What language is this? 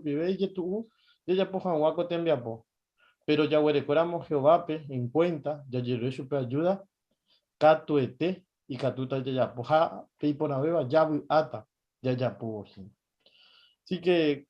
Guarani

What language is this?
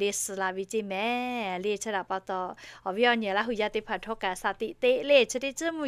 Lahu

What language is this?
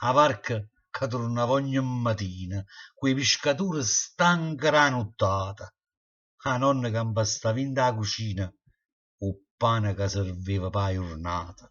Neapolitan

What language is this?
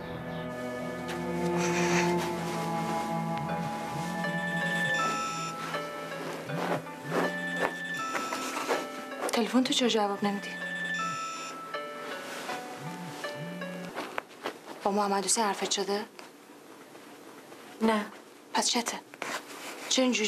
Persian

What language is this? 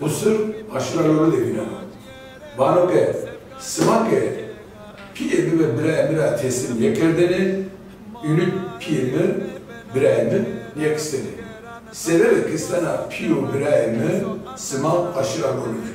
Zaza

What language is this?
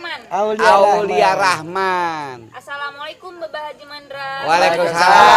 Betawi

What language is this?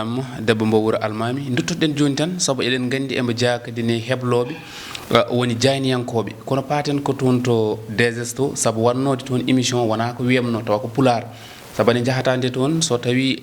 Fula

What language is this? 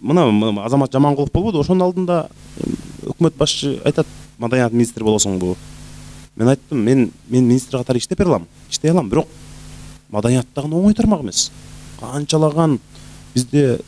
Kyrgyz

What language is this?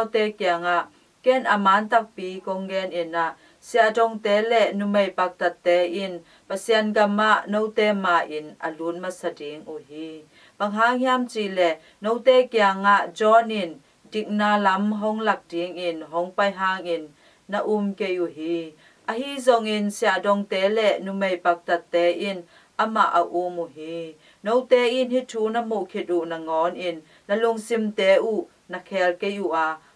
Tedim Chin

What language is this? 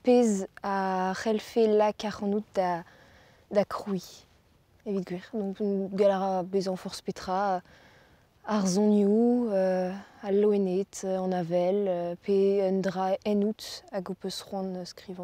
Breton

